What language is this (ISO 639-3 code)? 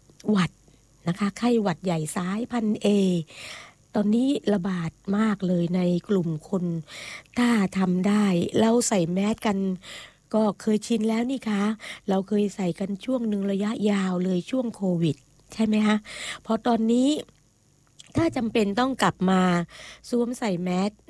tha